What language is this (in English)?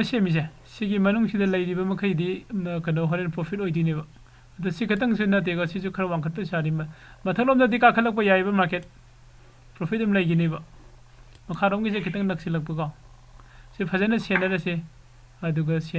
Manipuri